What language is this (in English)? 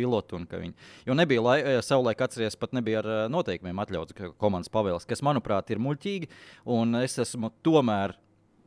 Latvian